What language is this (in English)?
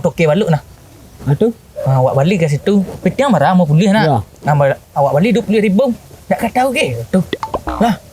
Minangkabau